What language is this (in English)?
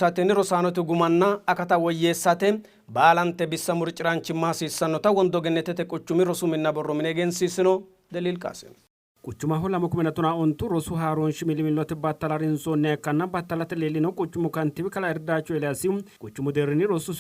Sidamo